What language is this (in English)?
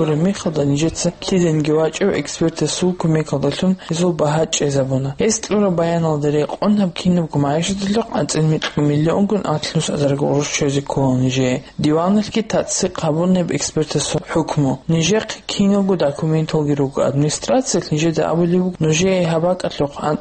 Avaric